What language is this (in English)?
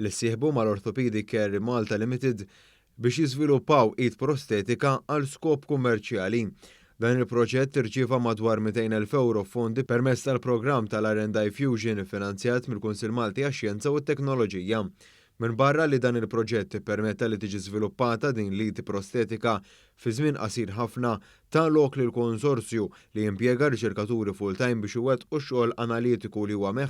Maltese